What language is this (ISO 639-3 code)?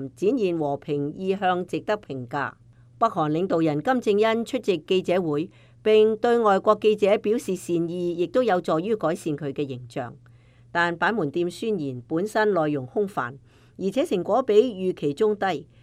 yue